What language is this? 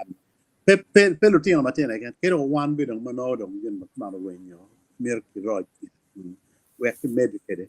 Acoli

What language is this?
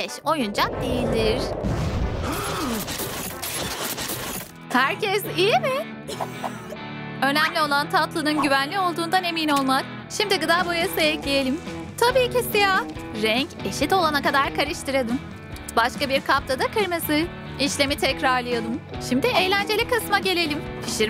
Turkish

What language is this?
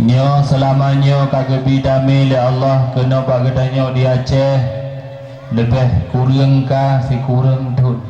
Achinese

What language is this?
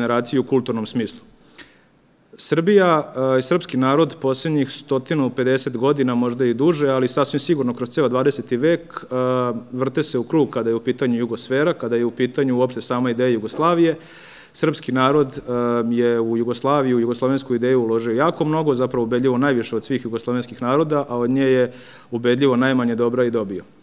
Serbian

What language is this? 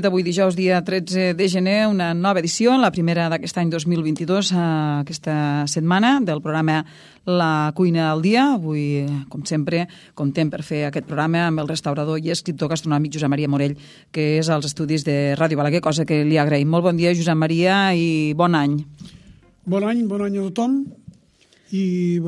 Catalan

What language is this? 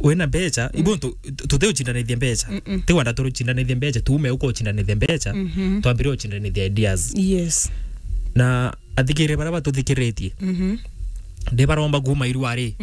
Meru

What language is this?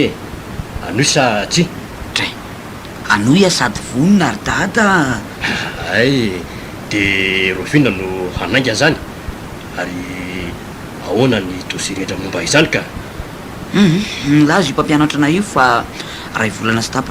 Malagasy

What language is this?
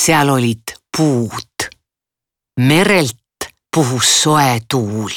Estonian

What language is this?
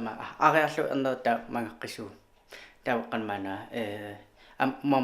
Kalaallisut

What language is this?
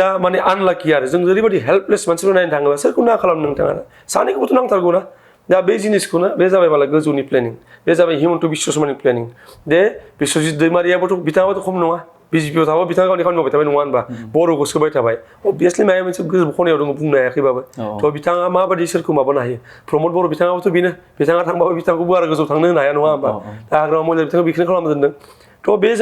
Bodo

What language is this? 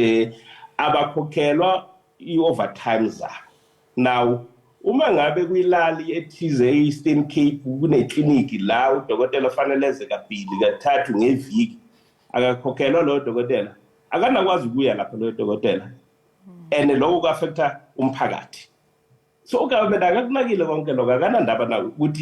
Zulu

